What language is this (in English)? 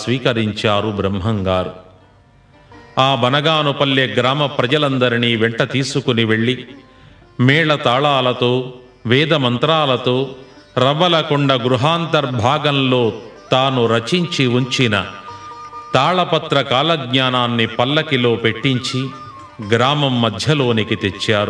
Telugu